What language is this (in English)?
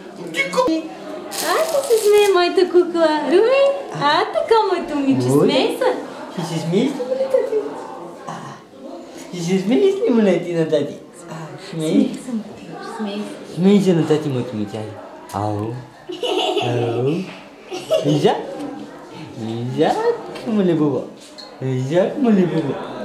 Bulgarian